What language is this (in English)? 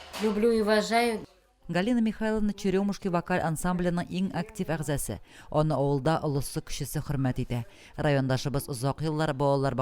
Tatar